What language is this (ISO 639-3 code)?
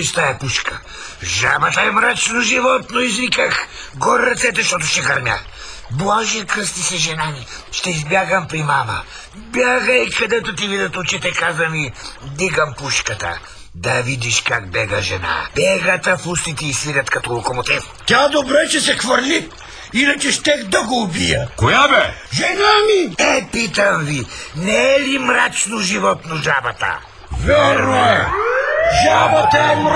bul